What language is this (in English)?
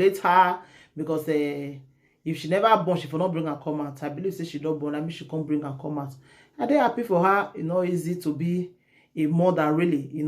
Nigerian Pidgin